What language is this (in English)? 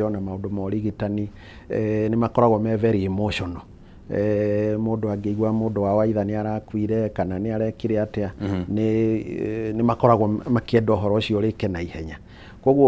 Kikuyu